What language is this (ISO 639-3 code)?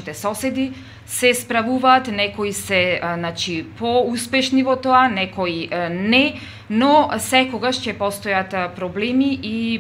mkd